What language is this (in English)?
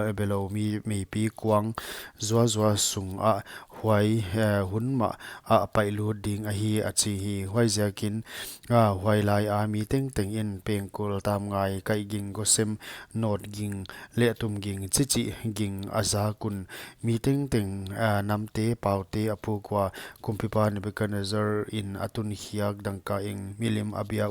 Paite Chin